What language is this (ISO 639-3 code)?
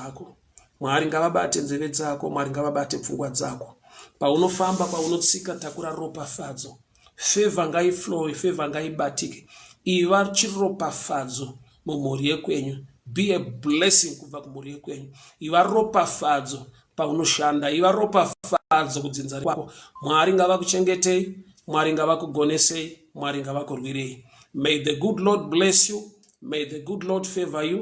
sna